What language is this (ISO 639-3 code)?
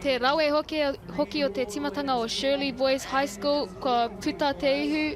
mri